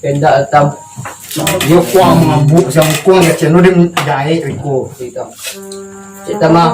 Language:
Minangkabau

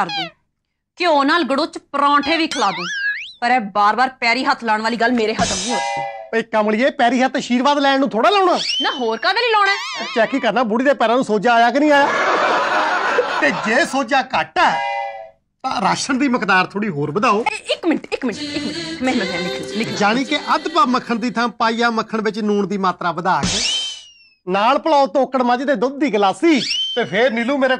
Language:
Punjabi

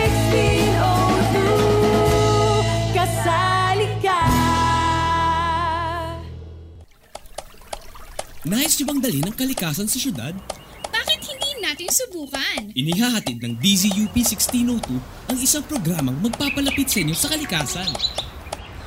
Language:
Filipino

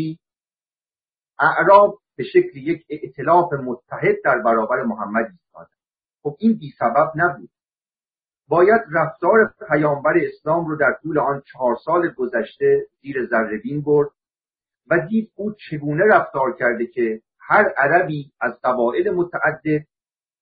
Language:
Persian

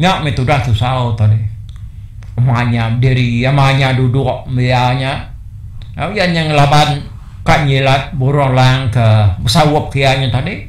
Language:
Iban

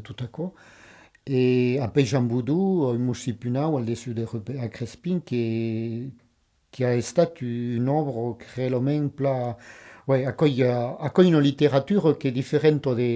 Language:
Occitan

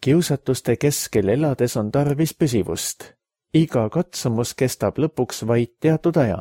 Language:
Estonian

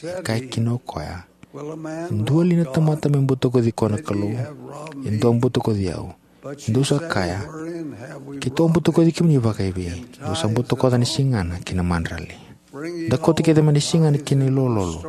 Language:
Fijian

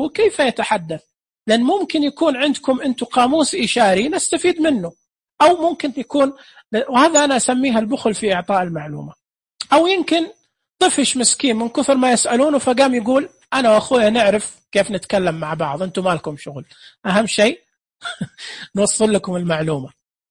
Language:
Najdi Arabic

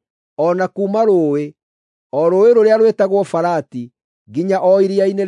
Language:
Kikuyu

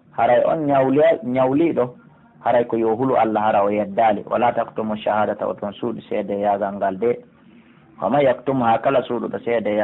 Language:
Pular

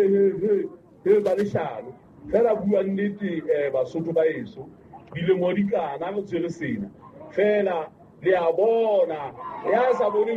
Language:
Southern Sotho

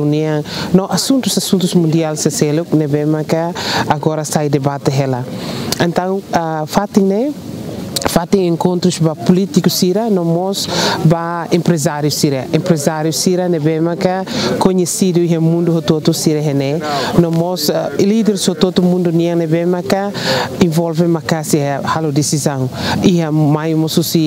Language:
Tetum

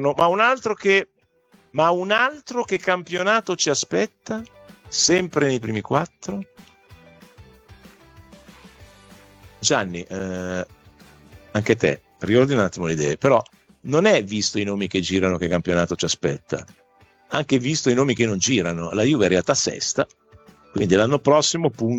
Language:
Italian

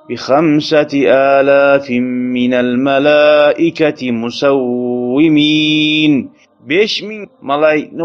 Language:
Kumyk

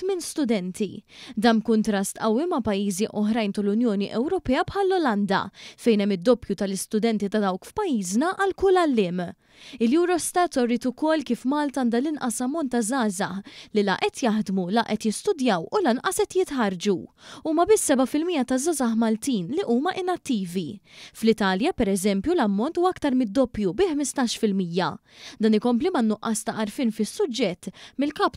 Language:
Maltese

